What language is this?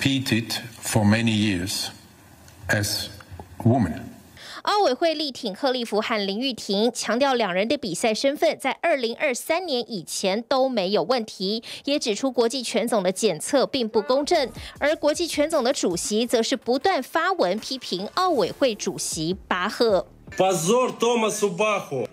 Chinese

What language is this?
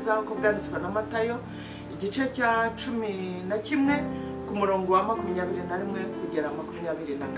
Kinyarwanda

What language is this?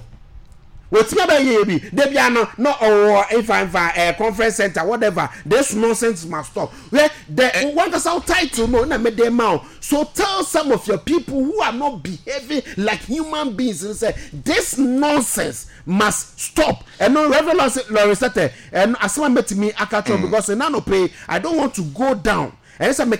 Akan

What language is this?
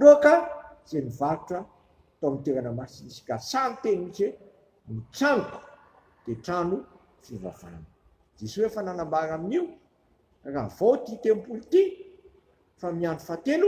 Malagasy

